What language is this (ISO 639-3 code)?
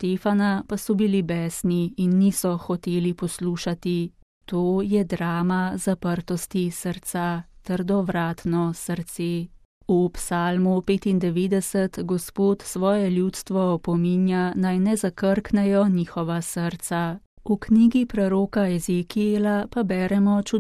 slv